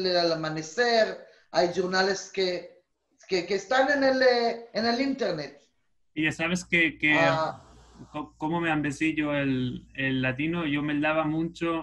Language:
Ladino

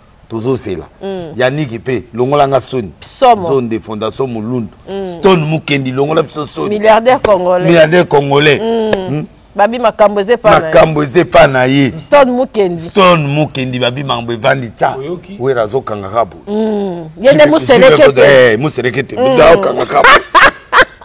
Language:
Lingala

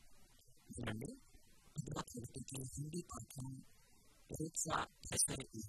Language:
Telugu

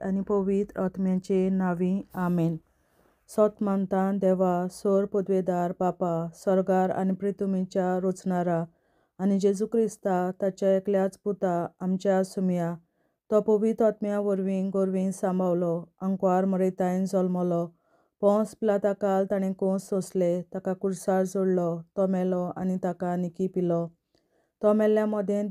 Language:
Konkani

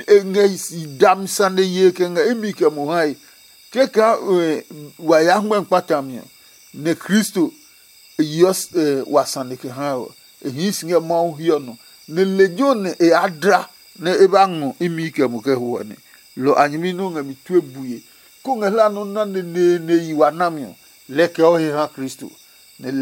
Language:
Adangme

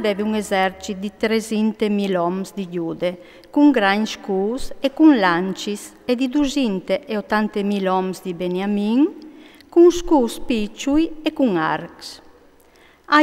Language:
Friulian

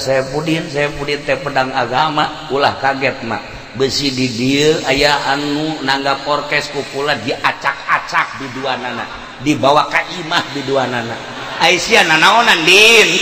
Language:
Sundanese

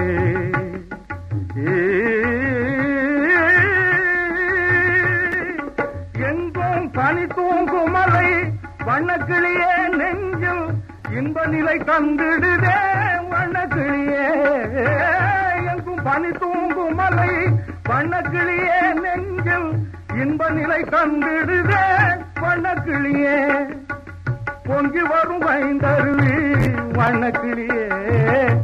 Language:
Tamil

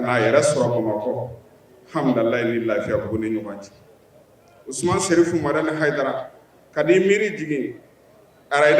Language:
Bambara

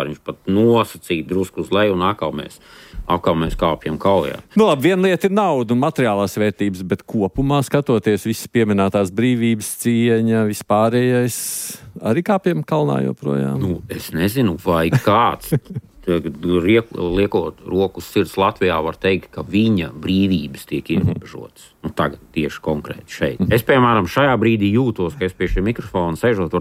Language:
Latvian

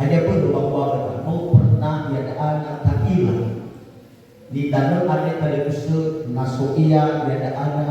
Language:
Nias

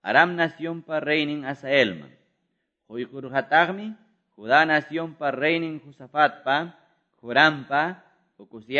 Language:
Quechua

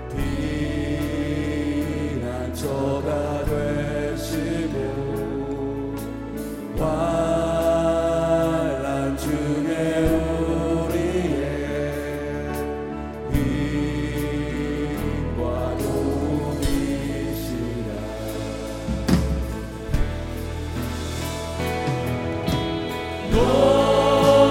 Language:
Korean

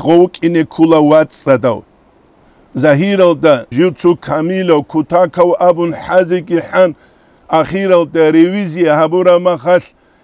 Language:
Avaric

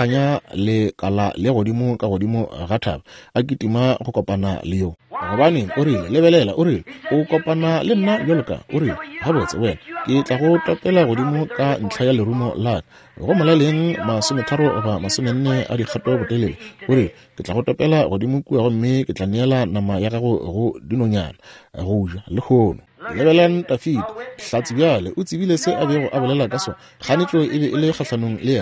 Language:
Northern Sotho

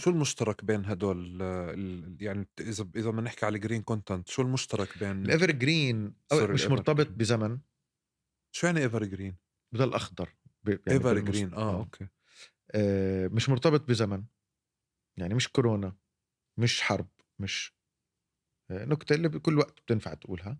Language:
North Levantine Arabic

